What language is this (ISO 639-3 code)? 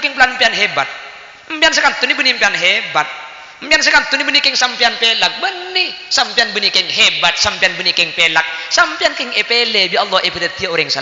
mad